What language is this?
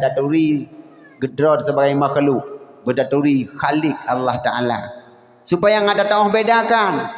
Achinese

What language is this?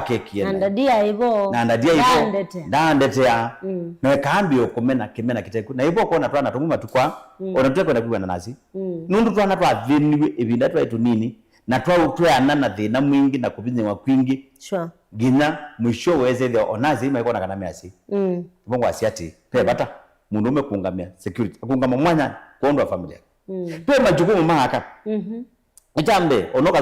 Kamba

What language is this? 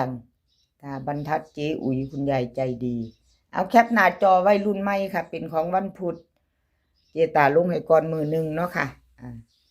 Northeastern Thai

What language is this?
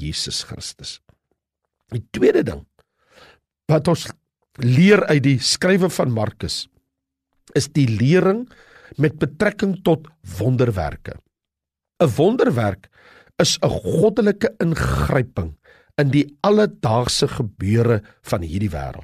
Afrikaans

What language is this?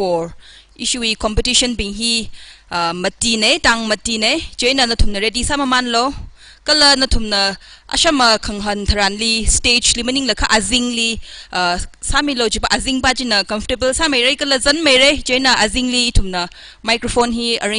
Tangkhul Naga (India)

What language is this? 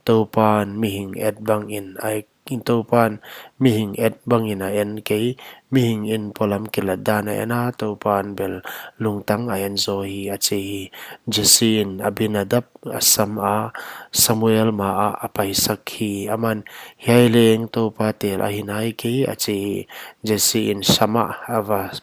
Paite Chin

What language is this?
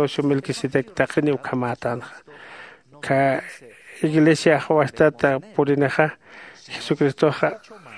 Aymara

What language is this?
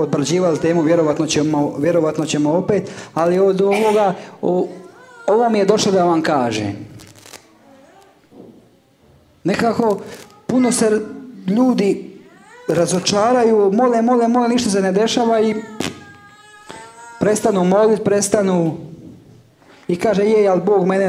Croatian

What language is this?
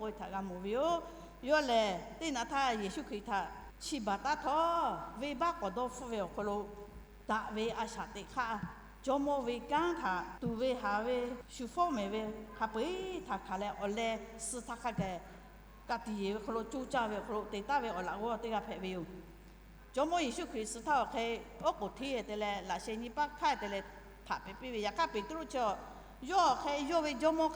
Lahu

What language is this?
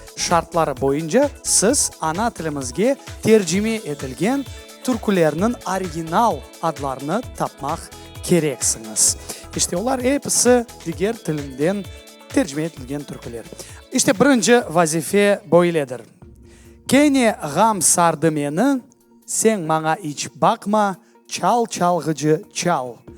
Crimean Tatar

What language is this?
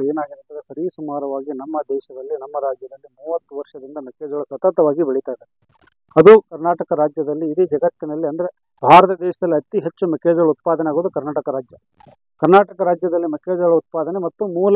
Kannada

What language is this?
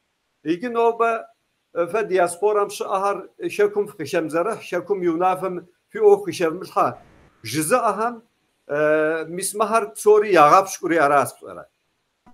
Kabardian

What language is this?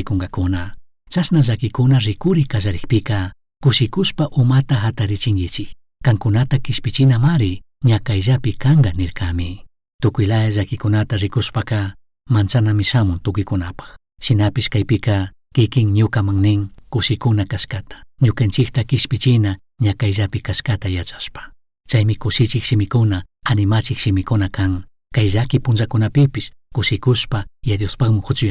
Chimborazo Highland Quichua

